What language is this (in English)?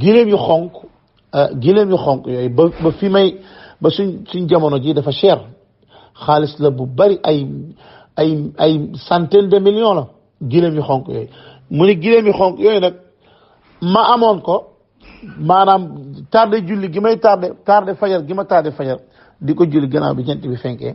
Wolof